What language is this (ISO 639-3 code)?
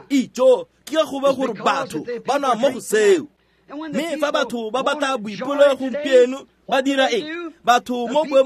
tsn